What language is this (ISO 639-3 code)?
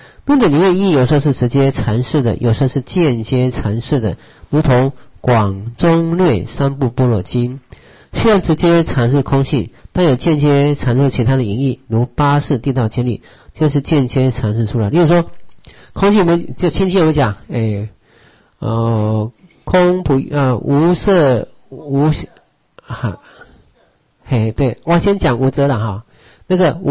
zho